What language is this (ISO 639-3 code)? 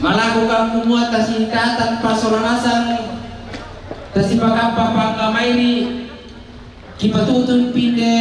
sda